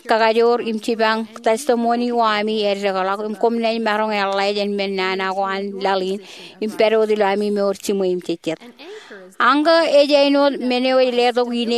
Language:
Marshallese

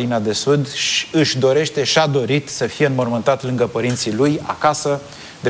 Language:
Romanian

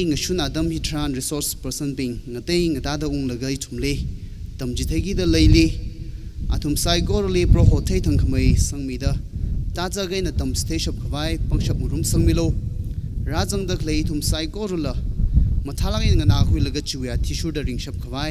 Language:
Tangkhul Naga (India)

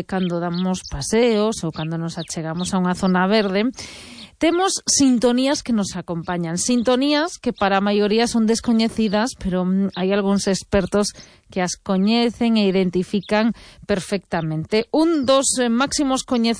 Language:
Galician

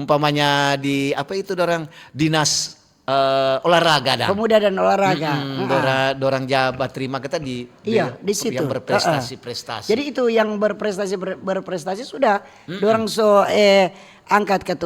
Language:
Manado Malay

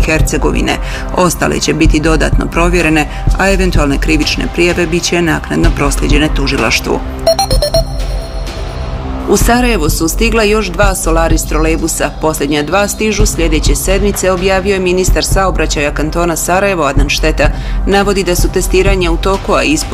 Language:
Bosnian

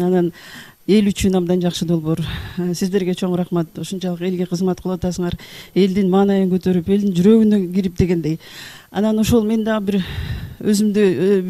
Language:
Kyrgyz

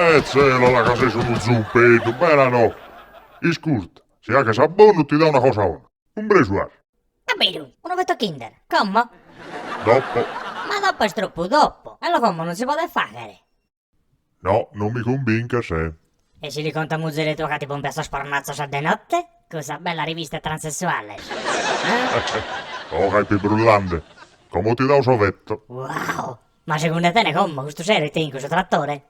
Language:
Sardinian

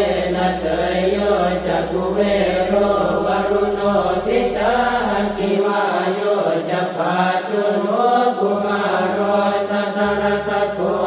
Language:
Pali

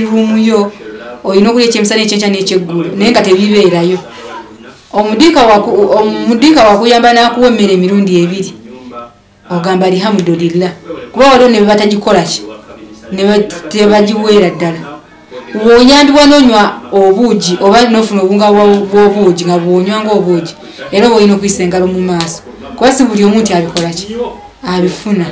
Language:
Ganda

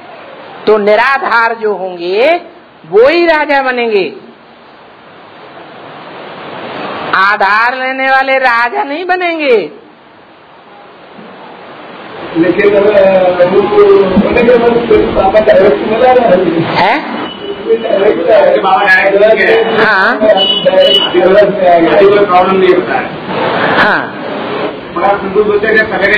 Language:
Hindi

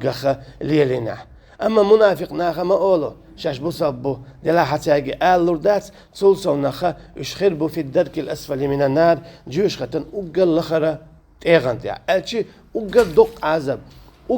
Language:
Chechen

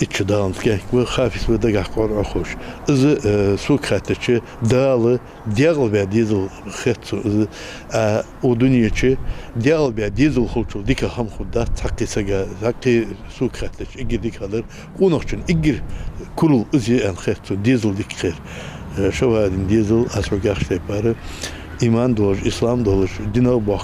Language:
Ingush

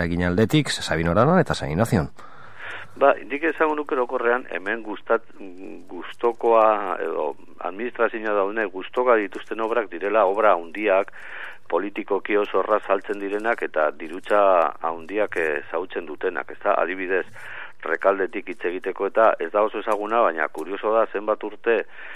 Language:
Basque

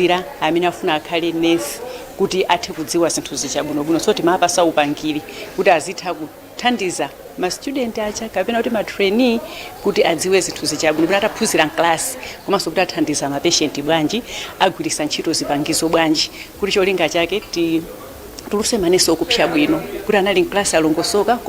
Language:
Nyanja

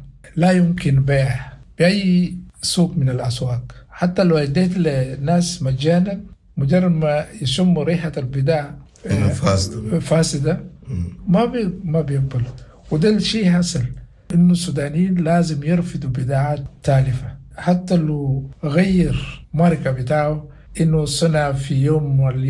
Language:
Sudanese Arabic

